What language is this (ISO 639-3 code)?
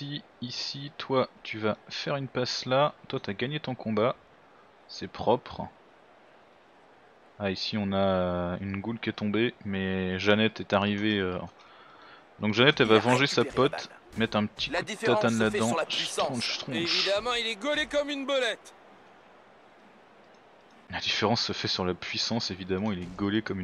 fra